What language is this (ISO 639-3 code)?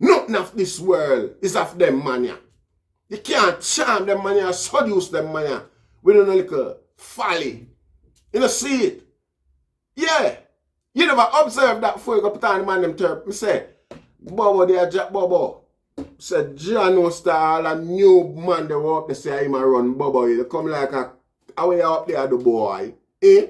jam